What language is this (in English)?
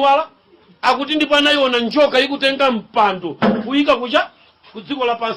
Nyanja